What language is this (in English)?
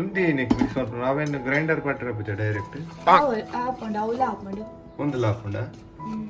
Tulu